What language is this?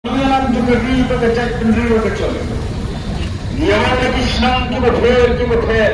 Khasi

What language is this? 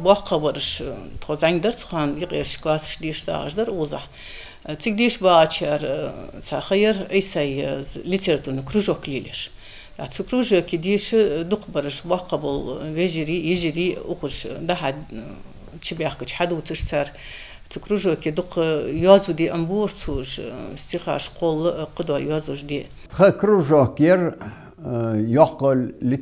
Ingush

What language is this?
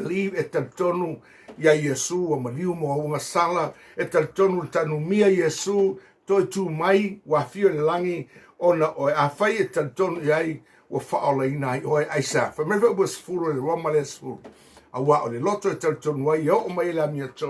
Samoan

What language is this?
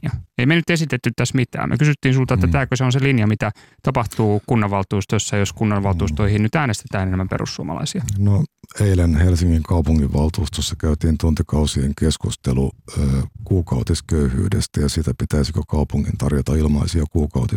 Finnish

